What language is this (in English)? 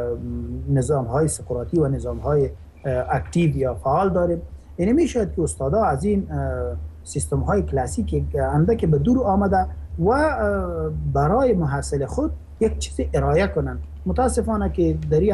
Persian